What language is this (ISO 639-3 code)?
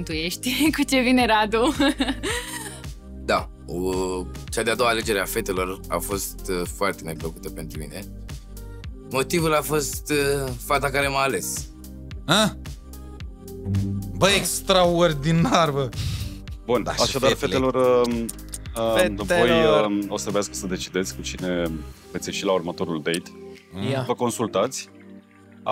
ron